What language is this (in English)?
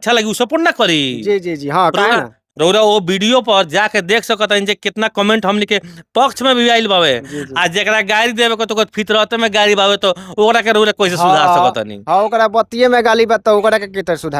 Bhojpuri